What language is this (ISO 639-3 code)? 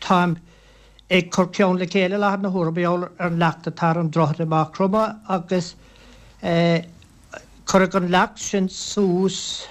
gle